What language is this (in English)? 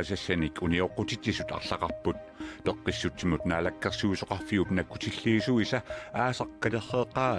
Kalaallisut